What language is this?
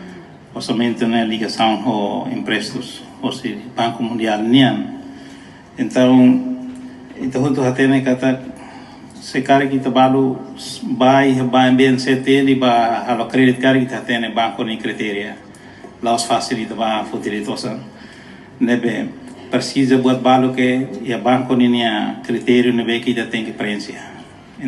Tetum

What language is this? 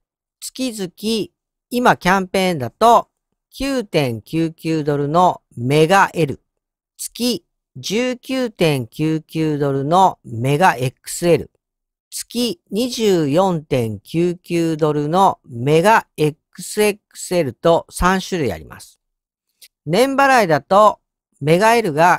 Japanese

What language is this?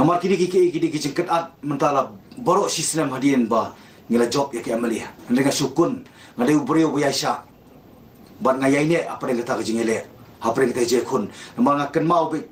Khasi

